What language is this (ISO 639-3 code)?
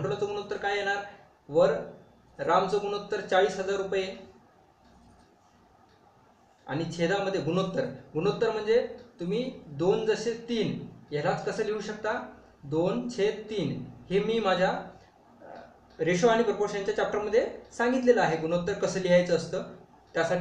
mar